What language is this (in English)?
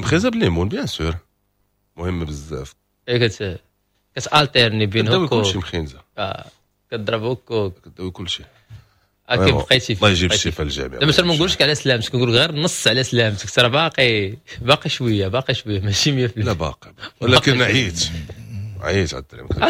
Moroccan Arabic